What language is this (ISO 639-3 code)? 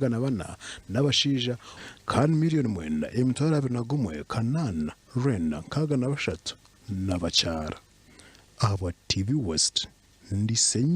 nyn